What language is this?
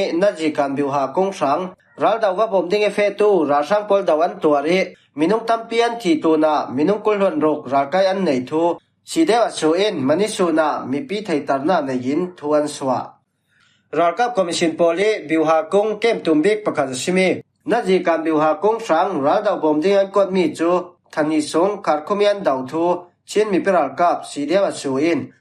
Falam Chin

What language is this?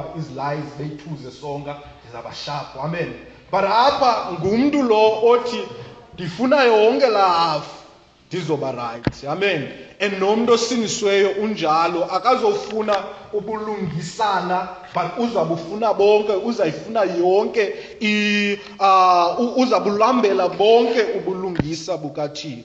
Xhosa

